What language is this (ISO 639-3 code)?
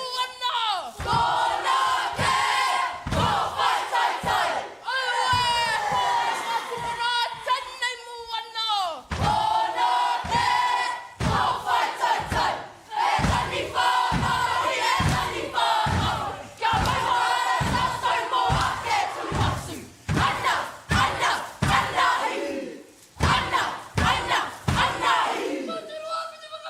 mri